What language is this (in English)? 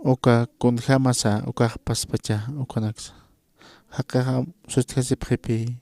Aymara